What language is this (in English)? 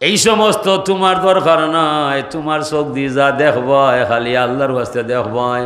Sylheti